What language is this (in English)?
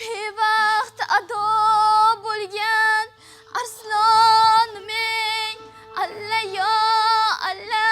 Uzbek